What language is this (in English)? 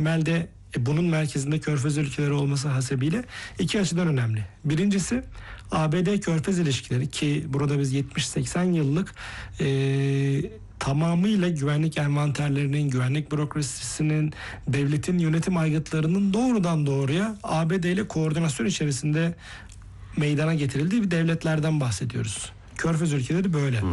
Turkish